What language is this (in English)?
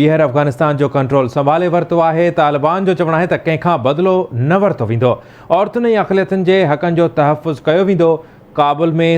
Sindhi